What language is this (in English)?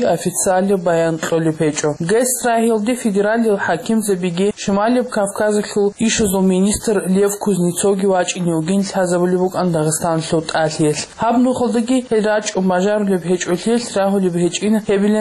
Avaric